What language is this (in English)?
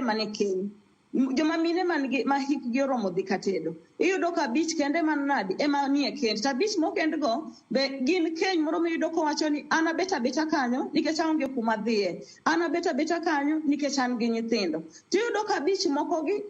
Luo (Kenya and Tanzania)